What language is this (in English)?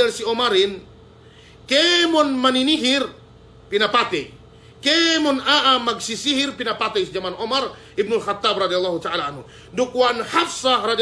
Yakan